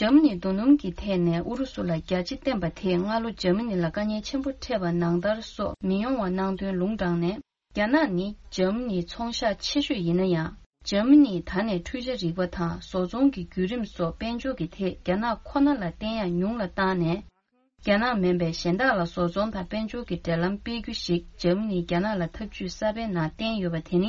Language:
Tibetan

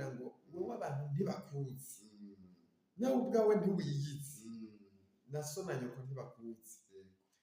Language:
Rundi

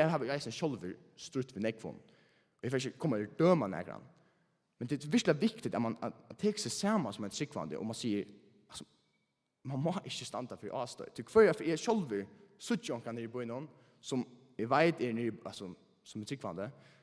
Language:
Faroese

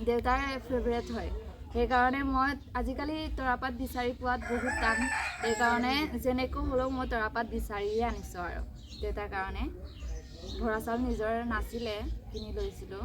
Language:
Assamese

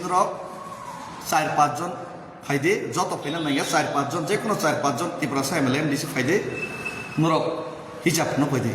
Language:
Kok Borok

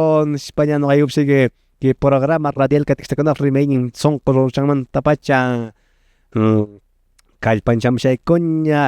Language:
Quechua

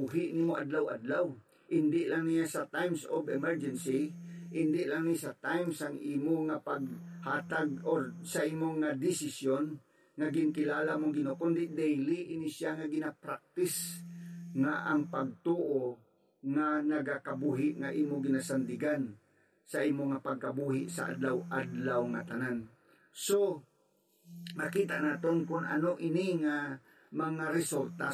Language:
Hiligaynon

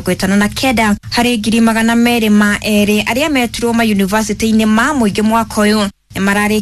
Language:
Kikuyu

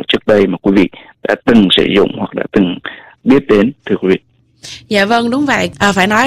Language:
Vietnamese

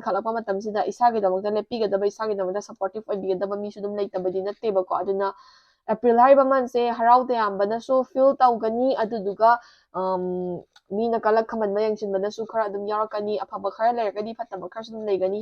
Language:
Manipuri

